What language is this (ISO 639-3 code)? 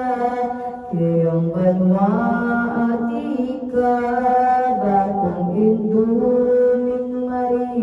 pam